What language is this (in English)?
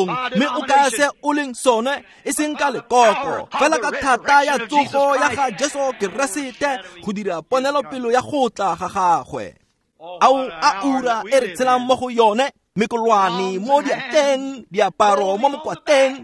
Tswana